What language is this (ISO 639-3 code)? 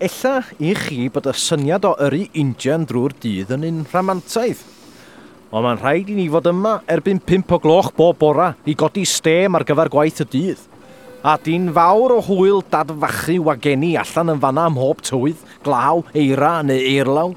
cym